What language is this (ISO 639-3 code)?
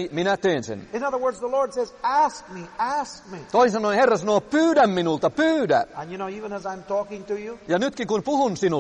fin